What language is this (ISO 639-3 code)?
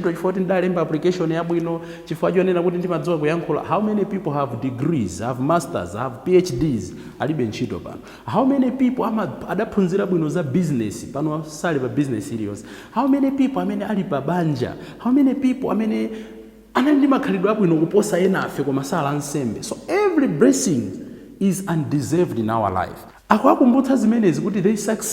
nya